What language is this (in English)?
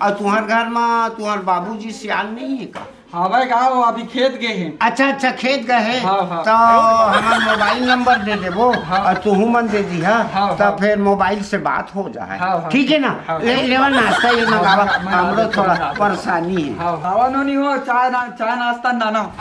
Chhattisgarhi